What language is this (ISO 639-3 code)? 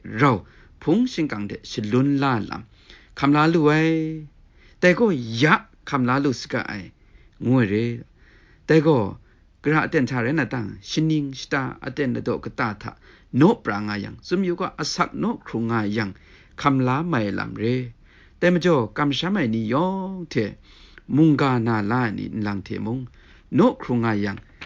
kac